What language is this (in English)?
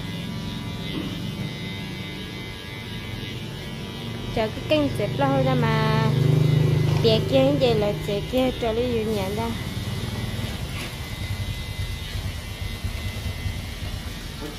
Vietnamese